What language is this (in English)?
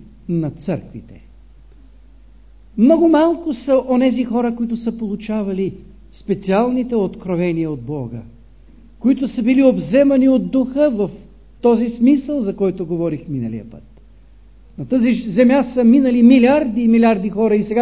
Bulgarian